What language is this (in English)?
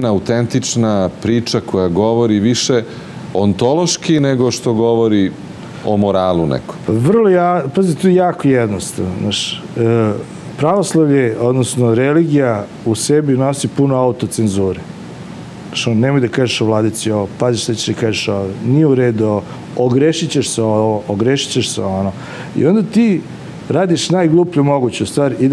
Serbian